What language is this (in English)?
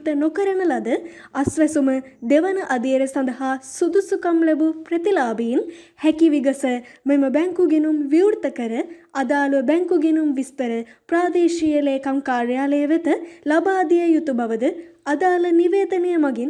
Sinhala